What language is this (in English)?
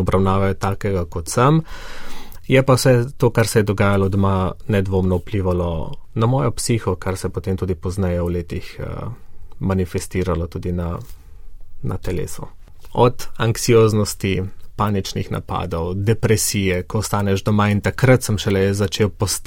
Slovenian